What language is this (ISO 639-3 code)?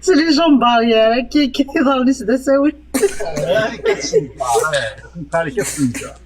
kab